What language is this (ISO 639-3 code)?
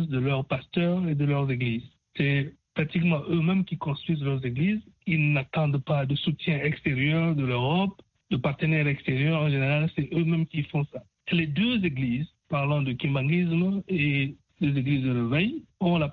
fra